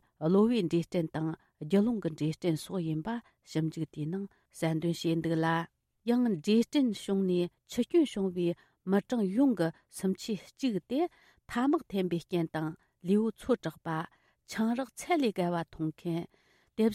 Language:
Tibetan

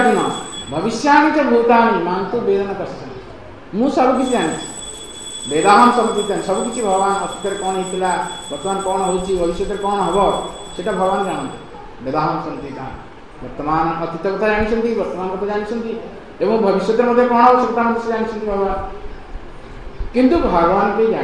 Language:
Odia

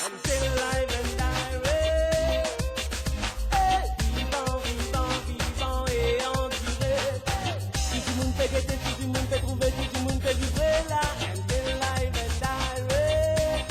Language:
Morisyen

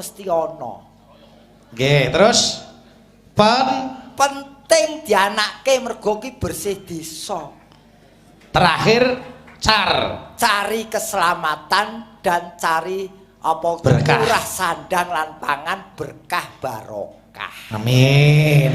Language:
Javanese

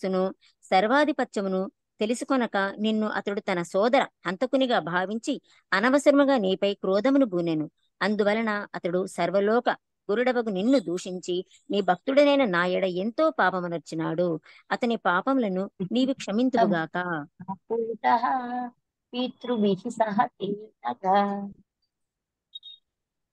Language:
Telugu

